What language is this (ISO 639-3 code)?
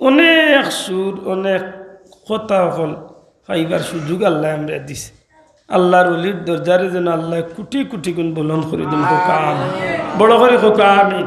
syl